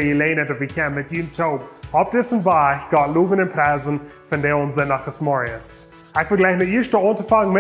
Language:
Plautdietsch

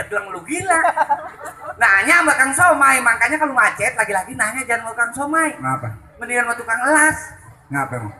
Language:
Betawi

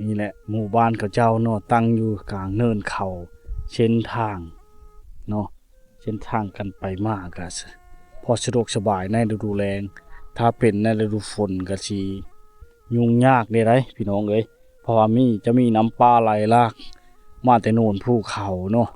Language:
Lao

